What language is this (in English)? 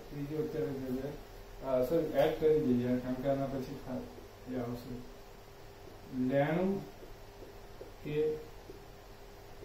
Gujarati